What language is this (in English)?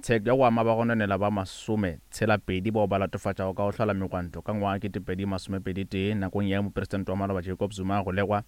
Northern Sotho